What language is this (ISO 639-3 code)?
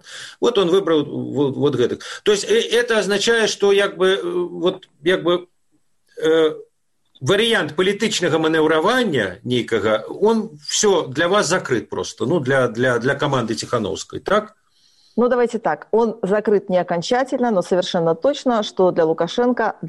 bel